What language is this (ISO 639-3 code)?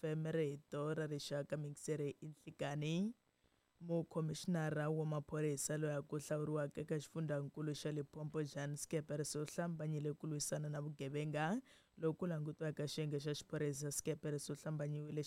tso